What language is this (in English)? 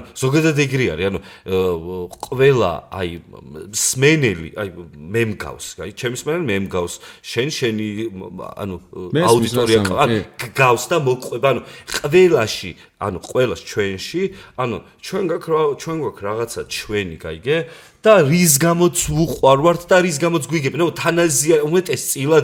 Georgian